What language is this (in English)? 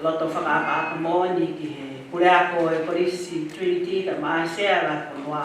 Tongan